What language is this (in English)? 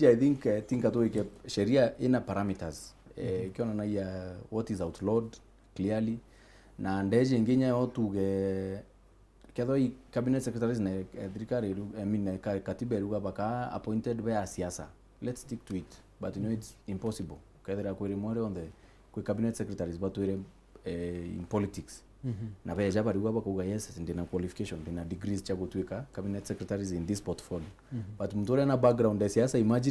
Meru